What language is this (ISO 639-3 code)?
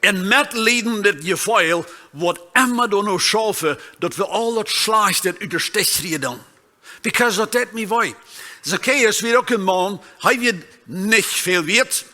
pdt